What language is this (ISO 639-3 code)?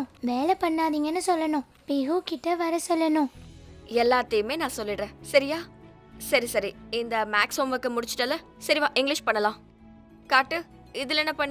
tam